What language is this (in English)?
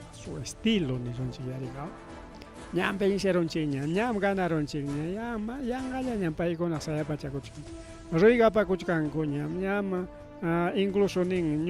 Ayacucho Quechua